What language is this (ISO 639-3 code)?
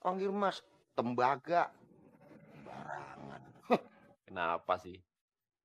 bew